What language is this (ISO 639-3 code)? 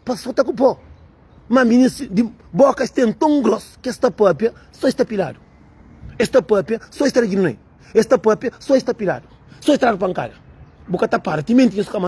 kea